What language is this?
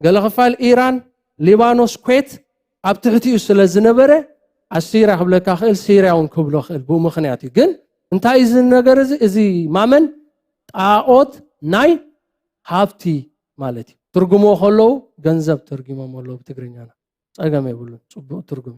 Tigrinya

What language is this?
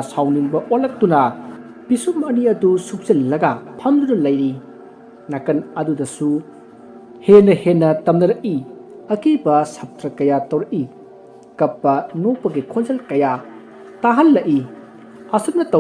Manipuri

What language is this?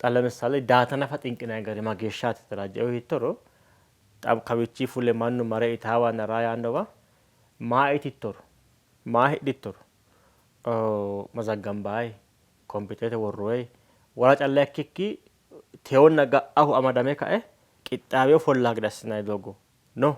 Sidamo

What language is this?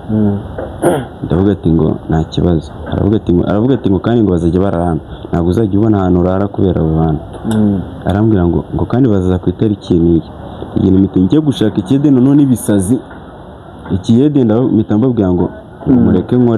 Kinyarwanda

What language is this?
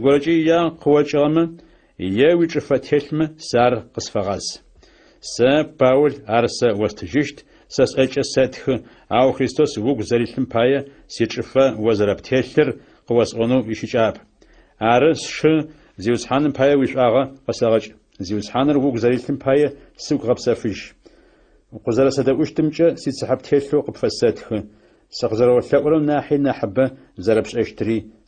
Adyghe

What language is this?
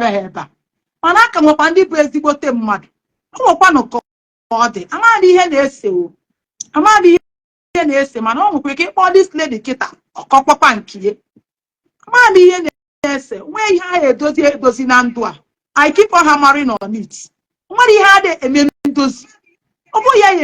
Igbo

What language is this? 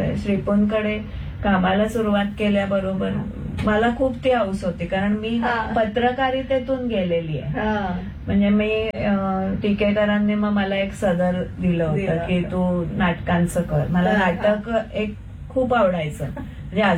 Marathi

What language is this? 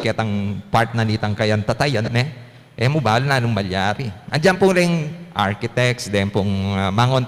Pampanga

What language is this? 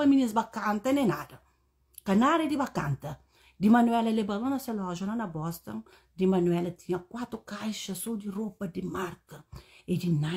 Kabuverdianu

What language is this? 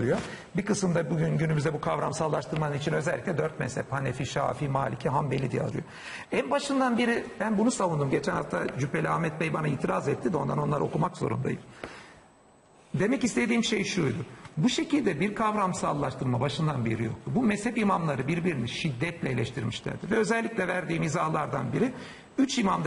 Turkish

